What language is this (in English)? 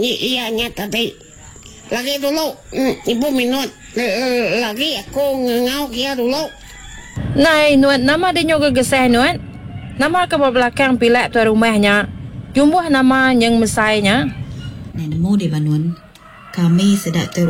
Iban